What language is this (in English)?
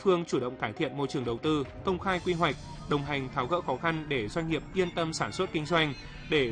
Vietnamese